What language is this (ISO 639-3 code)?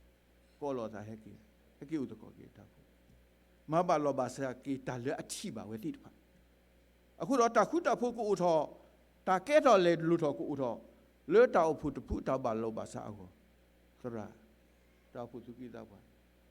ksw